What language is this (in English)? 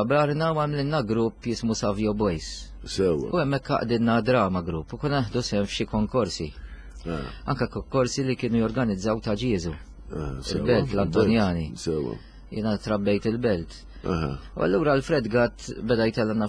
Maltese